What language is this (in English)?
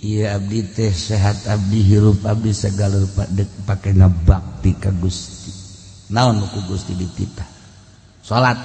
Sundanese